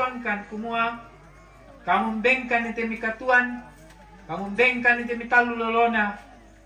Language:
Toraja-Sa'dan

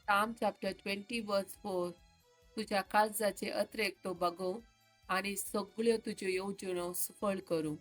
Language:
Konkani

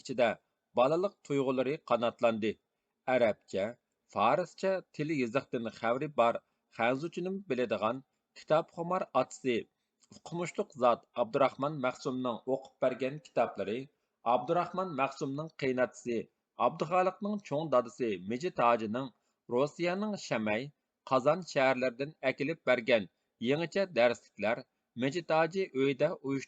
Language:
Uyghur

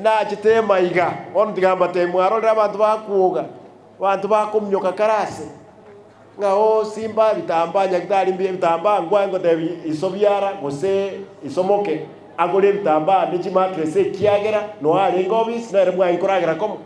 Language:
Gusii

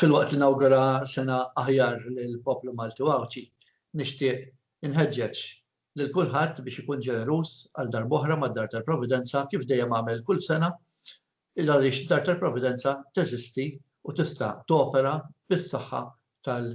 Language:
Maltese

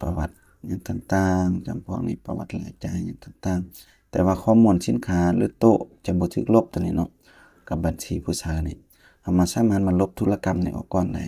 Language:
Lao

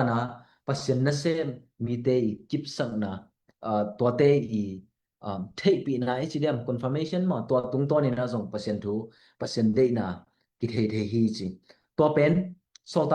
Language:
Tedim Chin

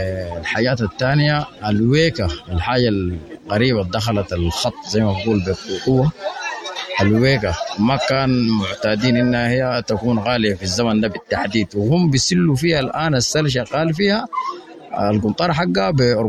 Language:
Sudanese Arabic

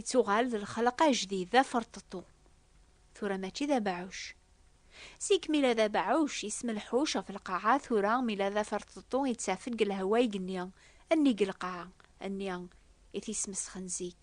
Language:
Kabyle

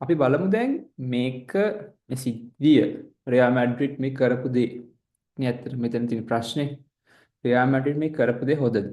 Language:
Sinhala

